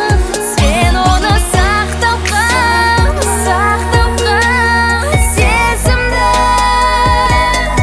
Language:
Kazakh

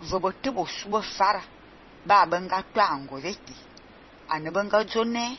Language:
Fang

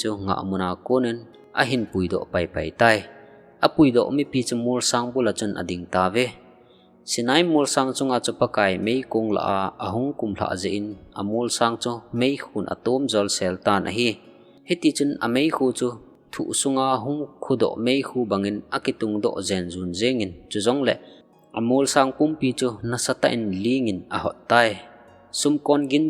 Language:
Thado Chin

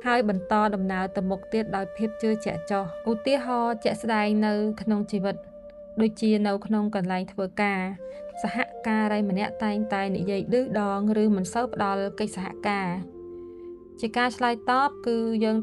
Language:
Khmer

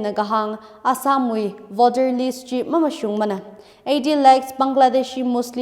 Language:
Tangkhul Naga (India)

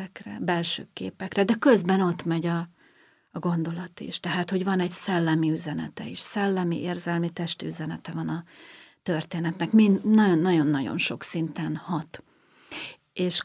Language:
Hungarian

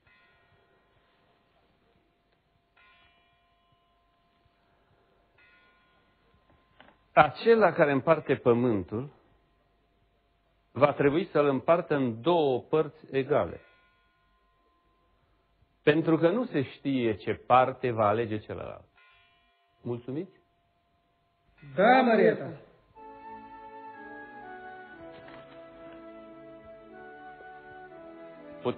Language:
Romanian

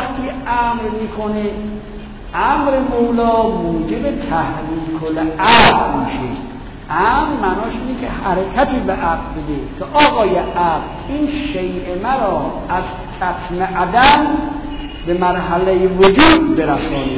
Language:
Persian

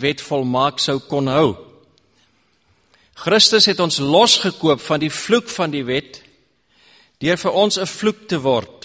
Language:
Afrikaans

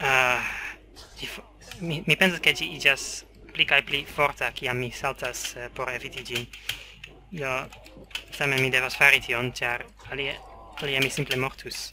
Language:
Esperanto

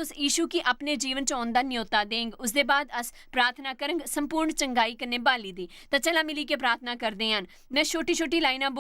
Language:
Dogri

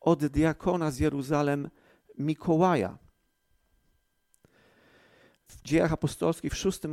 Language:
Polish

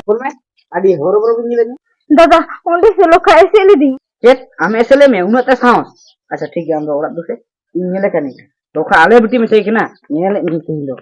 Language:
Santali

